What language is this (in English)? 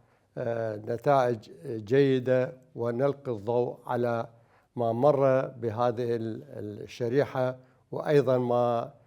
Mesopotamian Arabic